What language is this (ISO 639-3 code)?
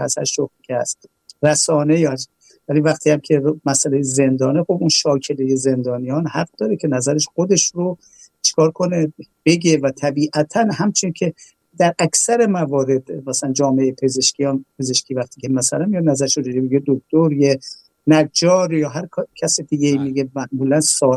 fas